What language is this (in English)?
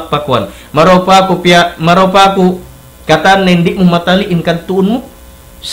Tausug